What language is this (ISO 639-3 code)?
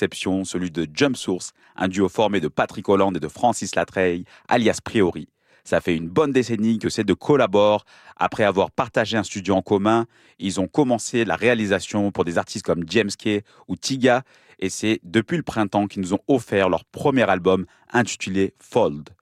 fra